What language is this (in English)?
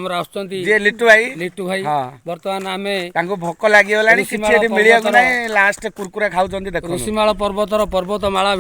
Odia